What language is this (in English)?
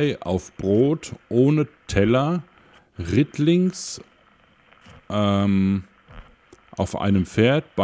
German